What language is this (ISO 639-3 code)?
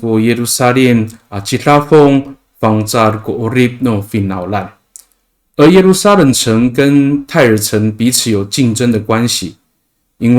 ami